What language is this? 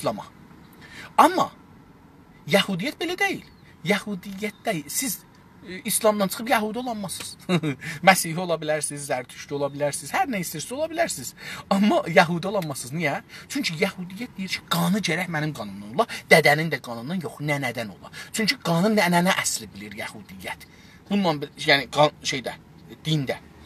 South Azerbaijani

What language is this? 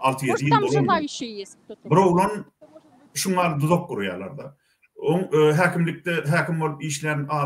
Turkmen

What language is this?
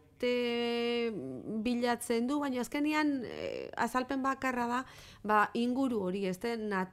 Basque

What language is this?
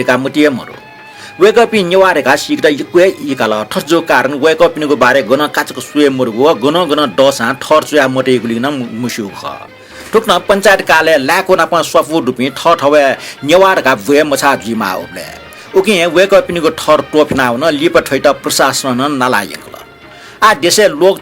Newari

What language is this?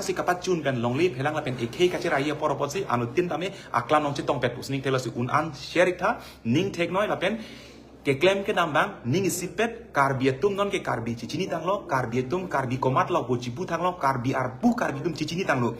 Karbi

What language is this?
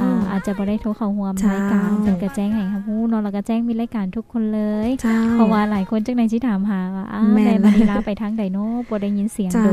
Lao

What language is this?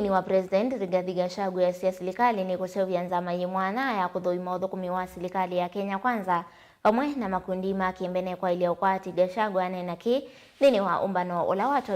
Kamba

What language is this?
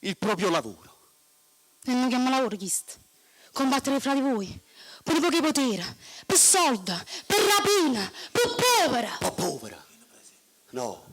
Neapolitan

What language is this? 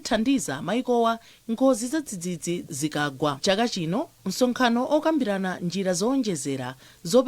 Nyanja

